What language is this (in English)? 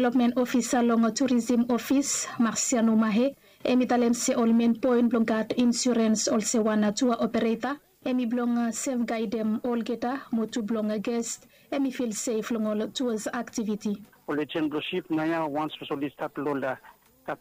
Bislama